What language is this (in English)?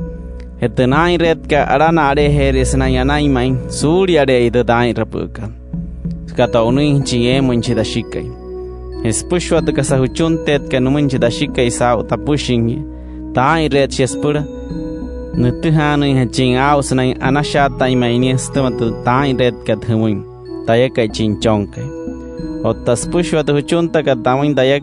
Wayuu